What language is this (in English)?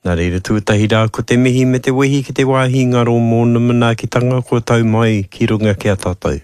Māori